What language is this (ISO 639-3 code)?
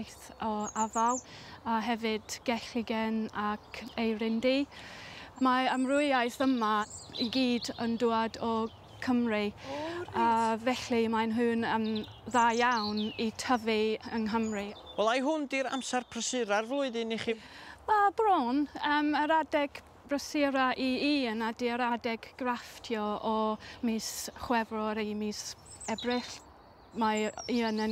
cym